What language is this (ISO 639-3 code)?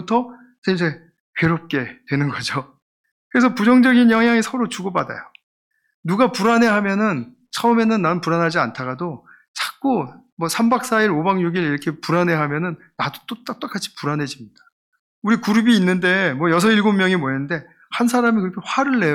kor